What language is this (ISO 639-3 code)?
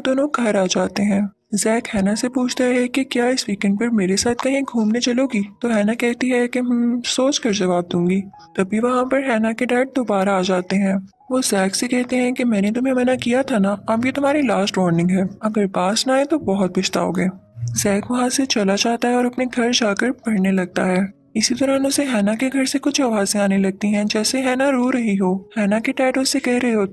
hin